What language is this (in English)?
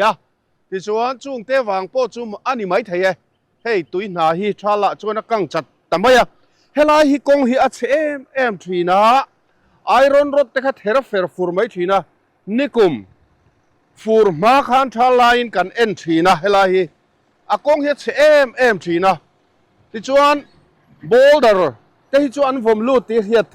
Mizo